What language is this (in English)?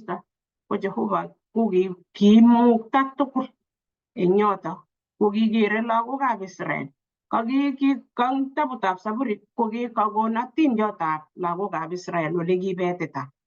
Kalenjin